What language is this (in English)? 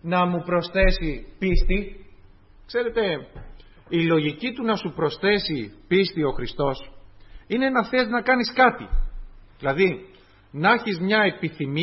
Greek